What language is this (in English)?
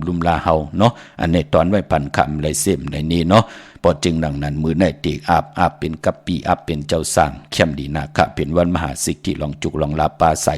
Shan